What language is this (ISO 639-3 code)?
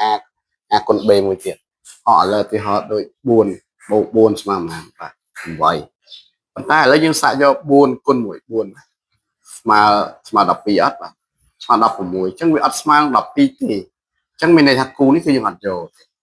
khm